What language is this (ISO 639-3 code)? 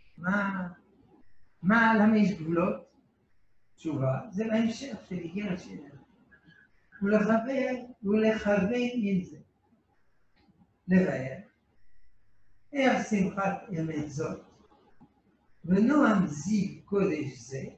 heb